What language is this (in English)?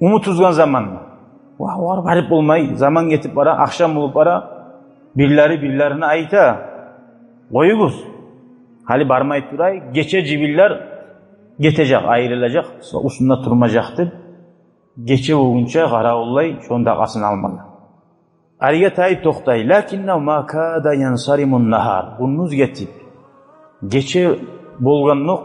Kumyk